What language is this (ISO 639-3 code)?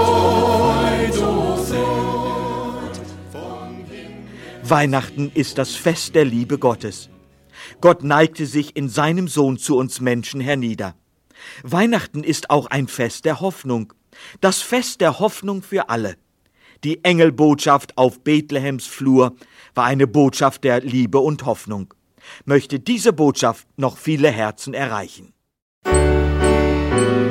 deu